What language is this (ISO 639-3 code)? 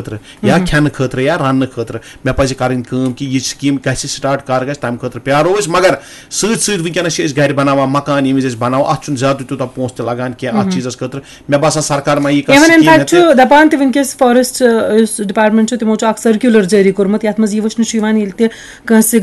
kas